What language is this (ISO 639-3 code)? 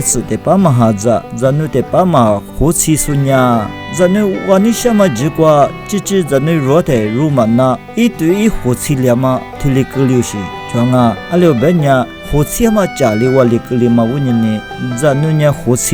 lis